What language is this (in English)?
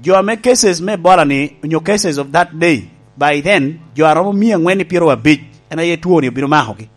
Lango (Uganda)